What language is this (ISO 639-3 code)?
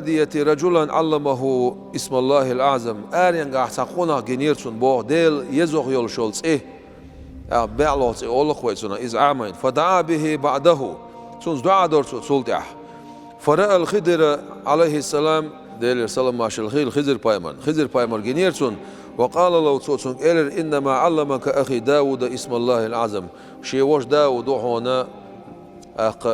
che